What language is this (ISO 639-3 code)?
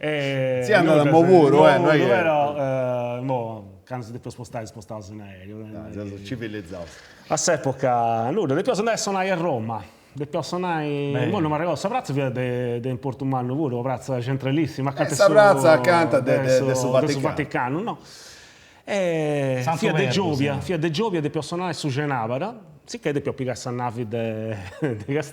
srd